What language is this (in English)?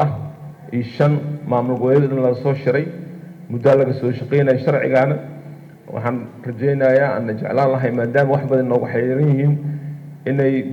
Somali